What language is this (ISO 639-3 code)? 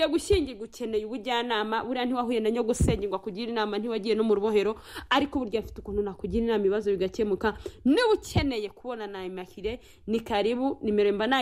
kin